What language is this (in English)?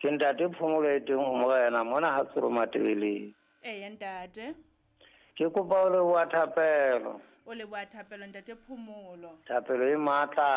Southern Sotho